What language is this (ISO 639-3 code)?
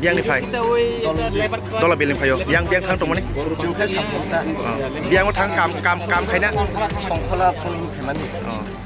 trp